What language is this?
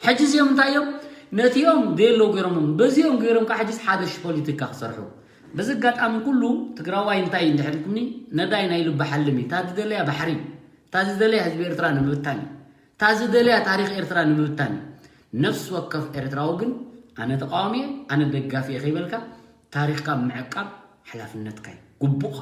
Tigrinya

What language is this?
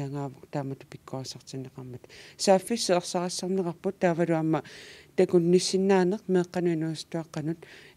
Kalaallisut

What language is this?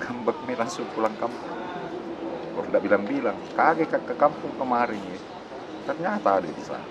Makassar Malay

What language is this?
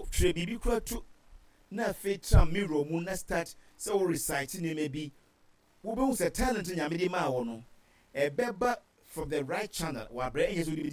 Akan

